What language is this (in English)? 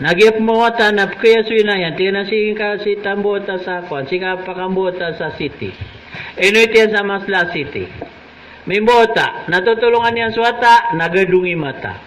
Maranao